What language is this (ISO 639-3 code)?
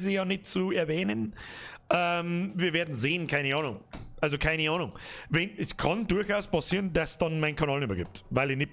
bar